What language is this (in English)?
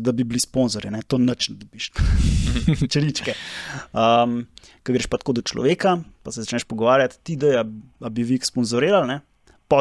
Slovenian